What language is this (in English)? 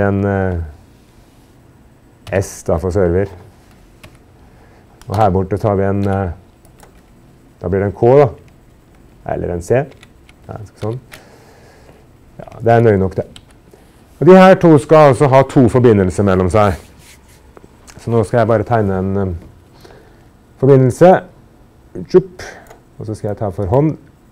Norwegian